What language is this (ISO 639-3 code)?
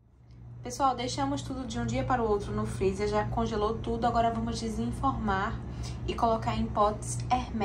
por